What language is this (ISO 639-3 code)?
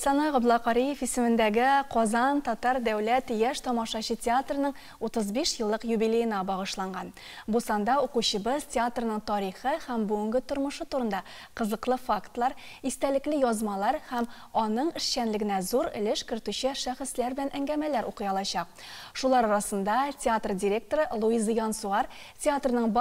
tat